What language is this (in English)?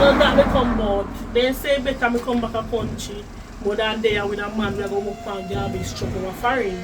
Jamaican Creole English